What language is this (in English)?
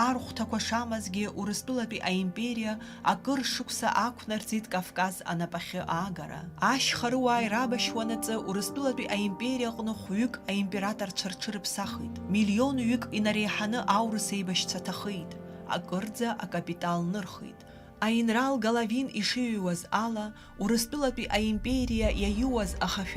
Abkhazian